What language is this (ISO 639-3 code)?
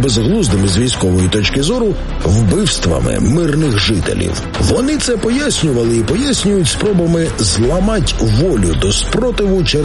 ukr